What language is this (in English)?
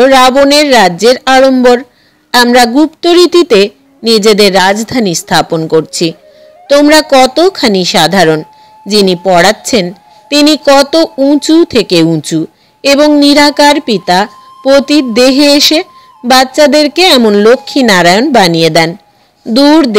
Bangla